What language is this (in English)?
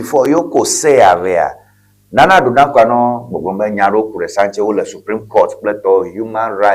Ewe